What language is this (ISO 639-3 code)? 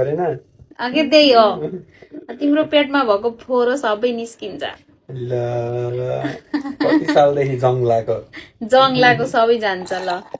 nep